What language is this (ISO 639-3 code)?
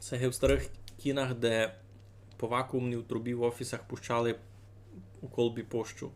rue